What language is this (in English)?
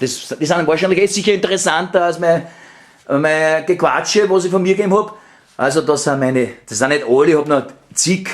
Bavarian